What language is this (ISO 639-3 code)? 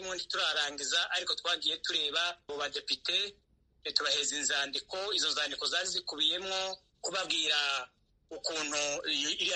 kin